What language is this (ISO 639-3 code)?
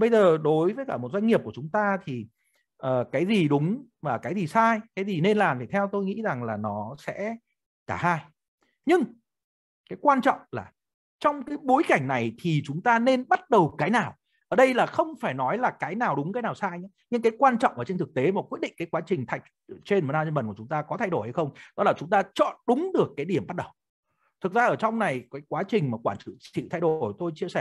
vie